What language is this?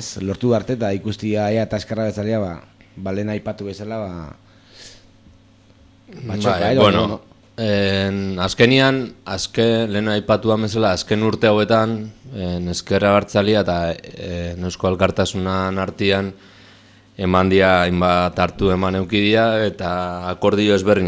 Basque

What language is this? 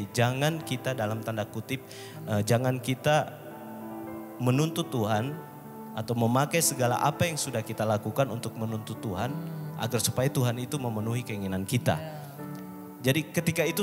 Indonesian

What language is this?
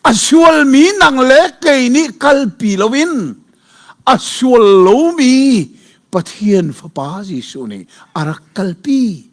Hakha Chin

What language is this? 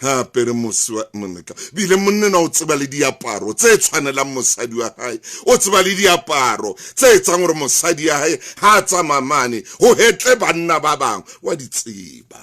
Southern Sotho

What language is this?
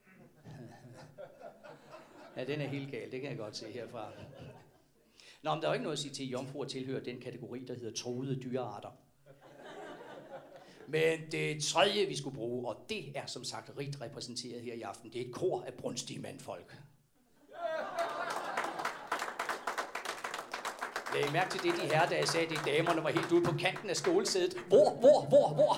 Danish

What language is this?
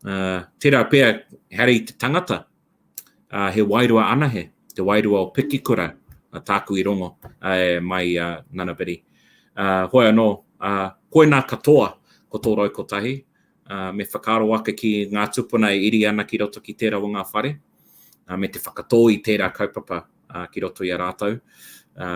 Māori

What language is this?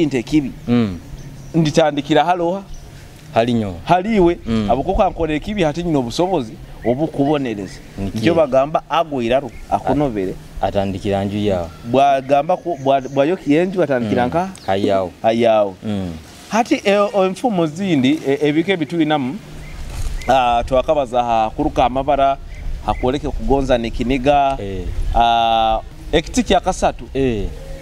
Nyoro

